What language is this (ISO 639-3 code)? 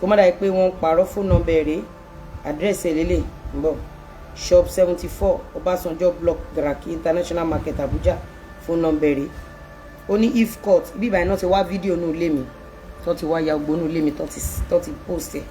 yor